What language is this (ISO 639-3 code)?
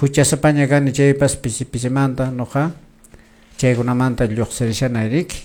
que